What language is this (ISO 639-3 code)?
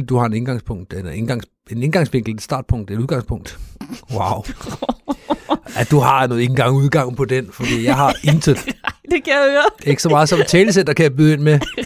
dan